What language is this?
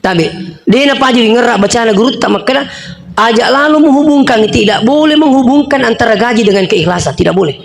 Buginese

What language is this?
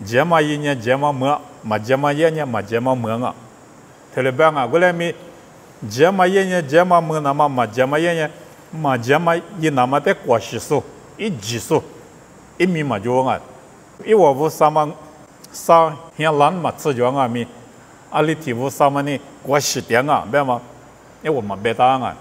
Lisu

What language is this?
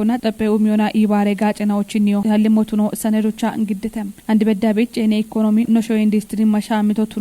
Kafa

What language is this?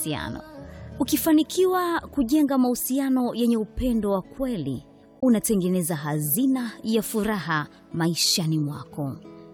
Swahili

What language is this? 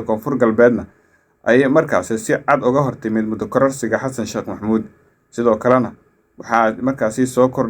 Somali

